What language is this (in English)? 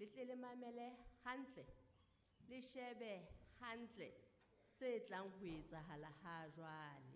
Southern Sotho